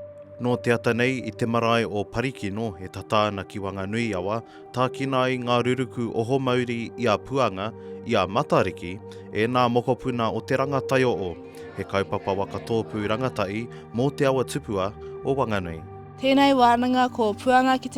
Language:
Māori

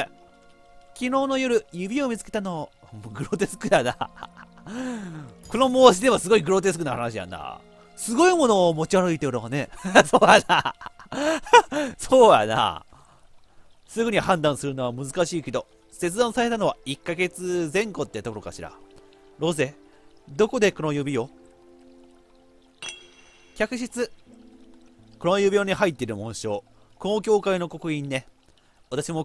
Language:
Japanese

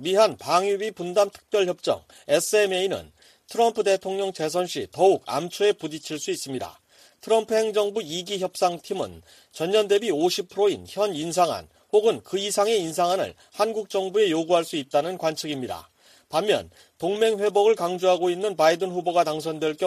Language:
Korean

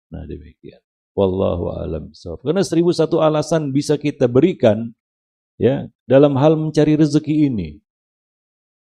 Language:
Indonesian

